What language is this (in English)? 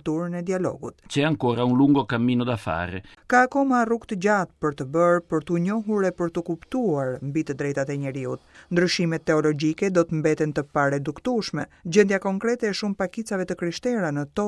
Albanian